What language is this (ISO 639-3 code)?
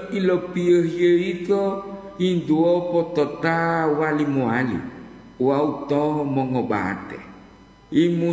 gor